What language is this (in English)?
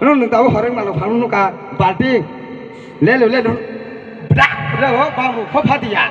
Kok Borok